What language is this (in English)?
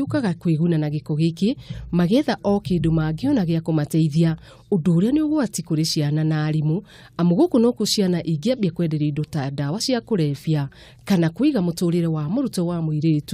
Kikuyu